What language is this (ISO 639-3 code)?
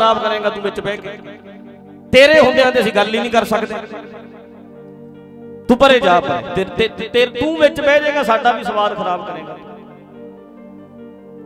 pan